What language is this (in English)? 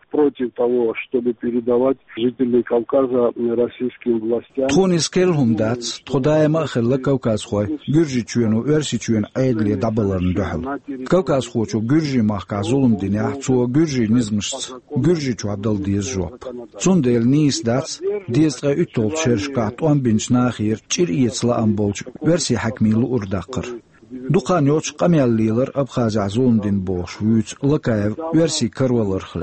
Chechen